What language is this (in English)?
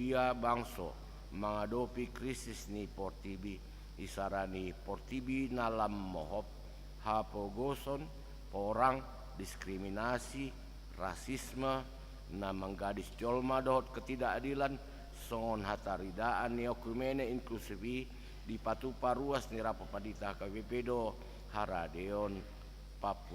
Batak Toba